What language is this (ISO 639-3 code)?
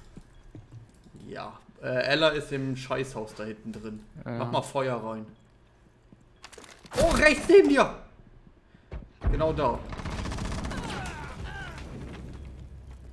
deu